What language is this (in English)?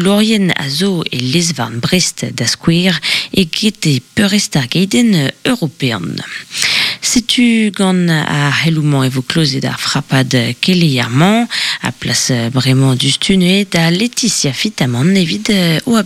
Breton